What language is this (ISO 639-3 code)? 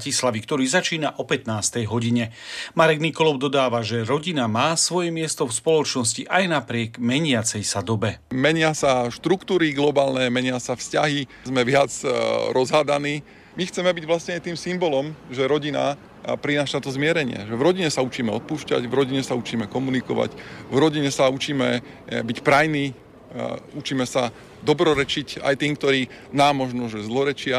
slk